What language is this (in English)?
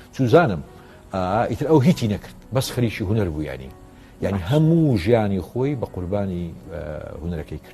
Central Kurdish